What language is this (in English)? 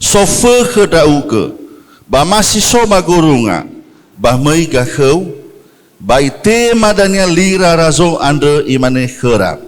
Nias